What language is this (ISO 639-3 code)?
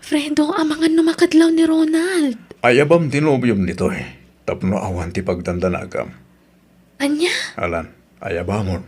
ilo